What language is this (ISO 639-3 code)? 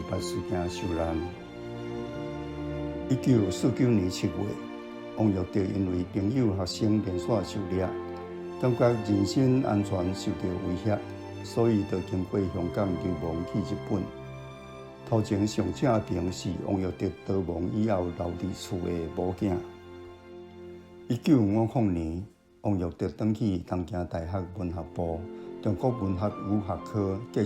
nan